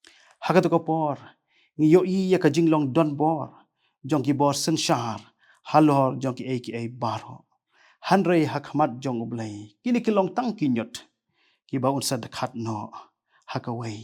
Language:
Khasi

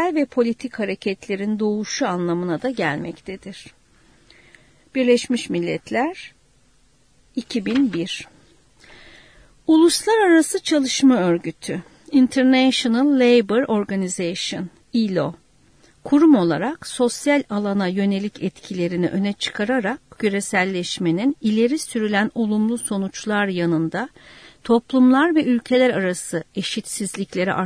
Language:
Turkish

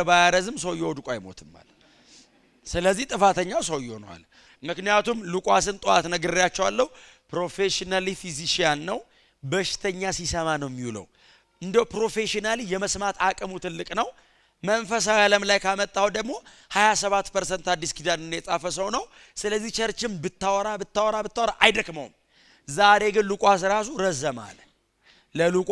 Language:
Amharic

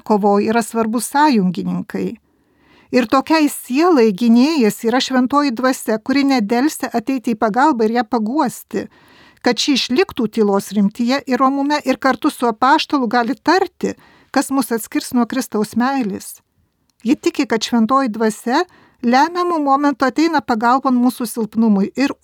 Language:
Lithuanian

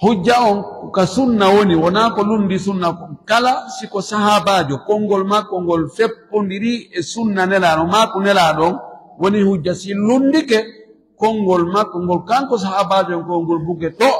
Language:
Fula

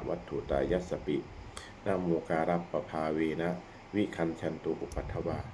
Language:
Pali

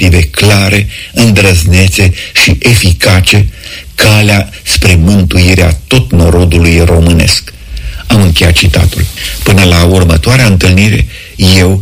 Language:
Romanian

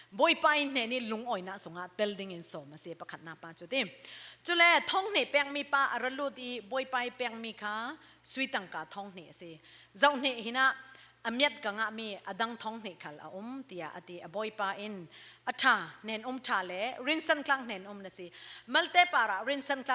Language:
Falam Chin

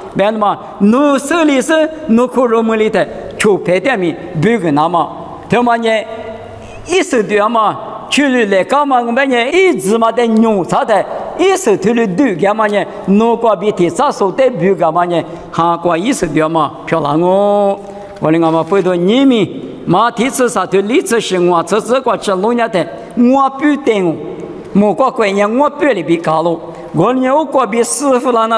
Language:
Lisu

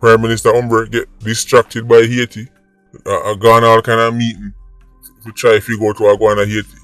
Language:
Jamaican Creole English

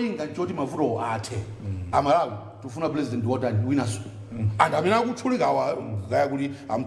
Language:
Nyanja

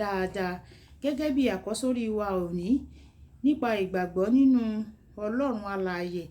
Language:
Yoruba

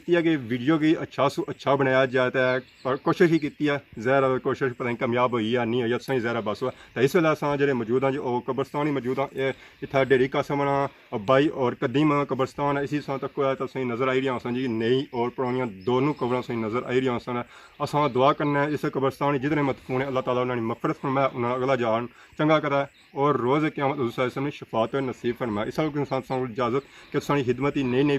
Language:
Pahari-Potwari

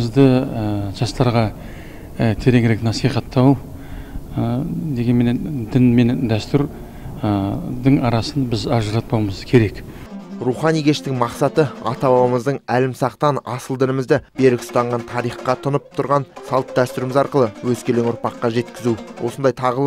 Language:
Kazakh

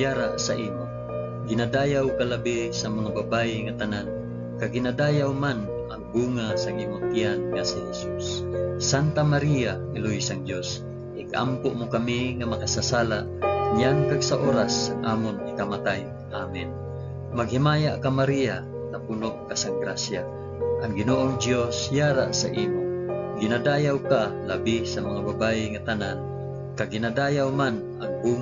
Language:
Hiligaynon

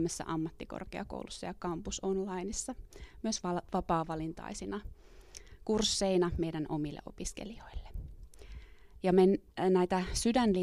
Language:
Finnish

